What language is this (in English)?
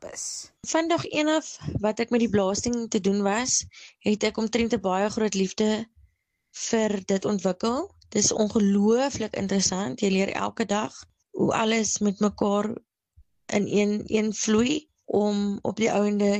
Afrikaans